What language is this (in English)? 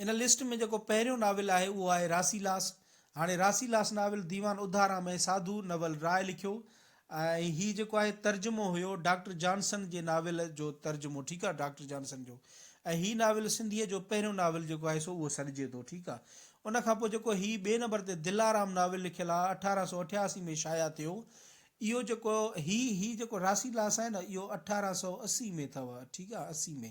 Sindhi